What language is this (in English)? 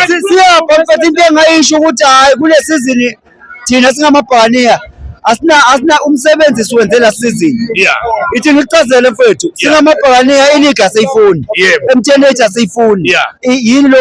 Zulu